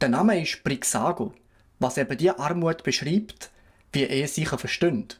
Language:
Swiss German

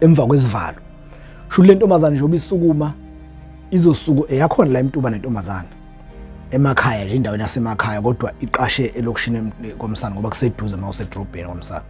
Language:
Zulu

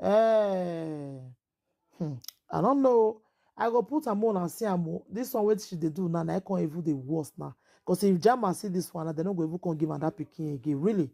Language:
Nigerian Pidgin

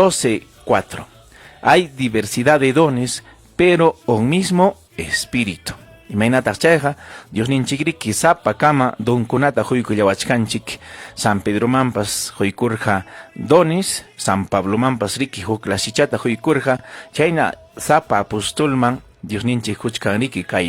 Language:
Ayacucho Quechua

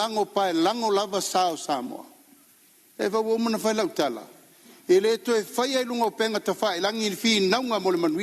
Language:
Samoan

